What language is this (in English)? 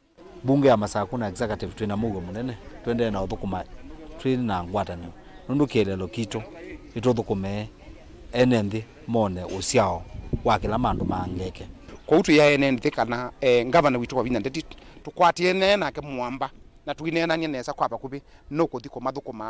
Kamba